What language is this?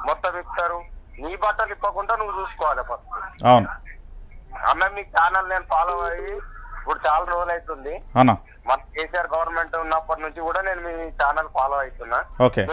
Telugu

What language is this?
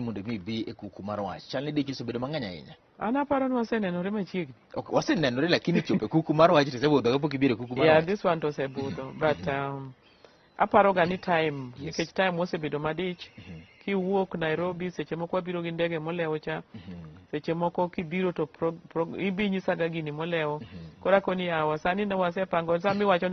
Luo (Kenya and Tanzania)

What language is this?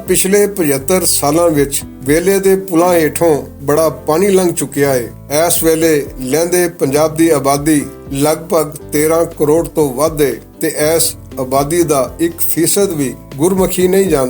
Western Panjabi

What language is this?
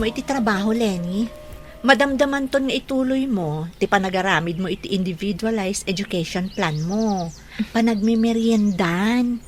Iloko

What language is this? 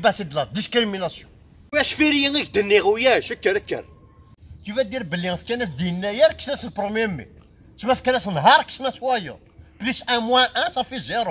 Kabyle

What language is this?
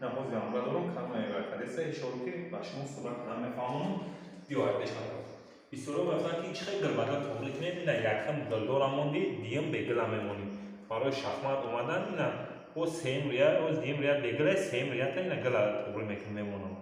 Tajik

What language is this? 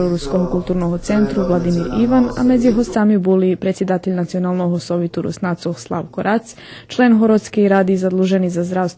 Rusyn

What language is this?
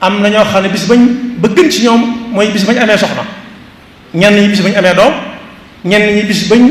Wolof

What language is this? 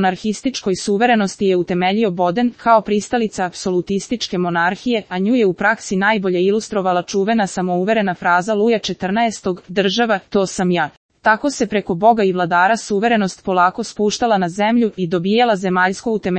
Serbian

